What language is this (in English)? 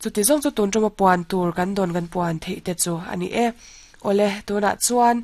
Mizo